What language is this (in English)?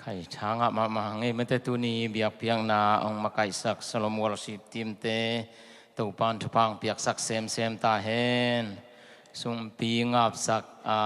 Tedim Chin